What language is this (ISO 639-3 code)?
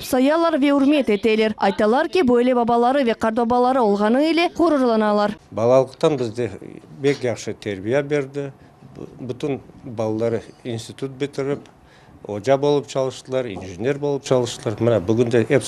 crh